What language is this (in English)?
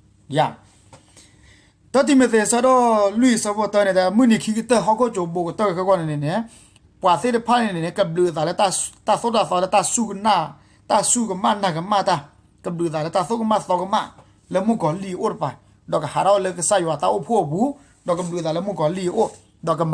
S'gaw Karen